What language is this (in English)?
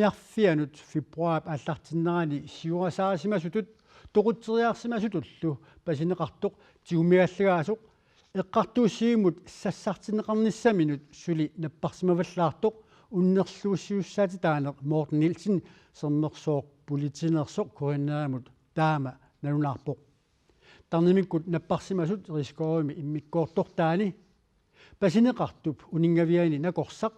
Kalaallisut